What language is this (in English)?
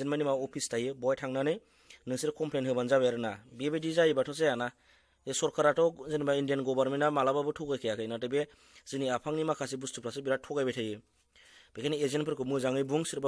Bodo